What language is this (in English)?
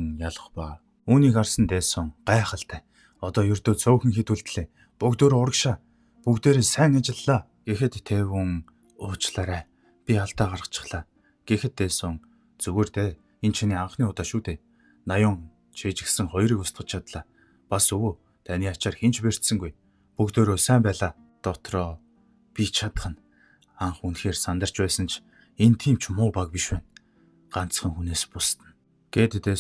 Mongolian